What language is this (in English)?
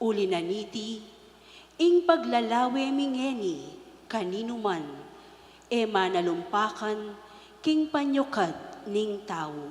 Pampanga